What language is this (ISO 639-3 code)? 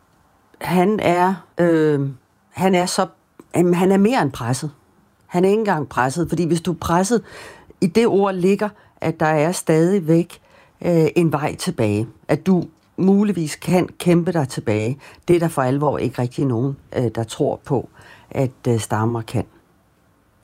dan